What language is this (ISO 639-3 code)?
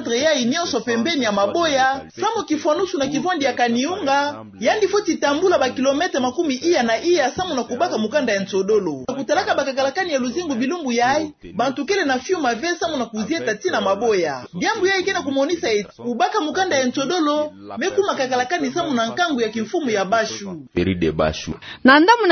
ktu